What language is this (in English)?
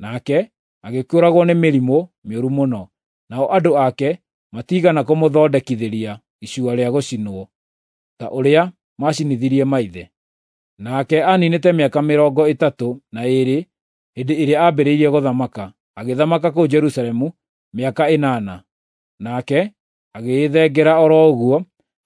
Kikuyu